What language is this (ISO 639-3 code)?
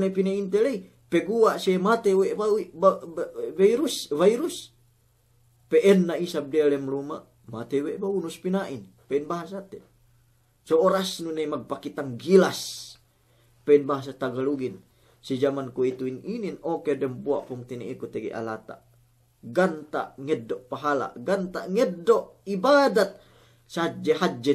yka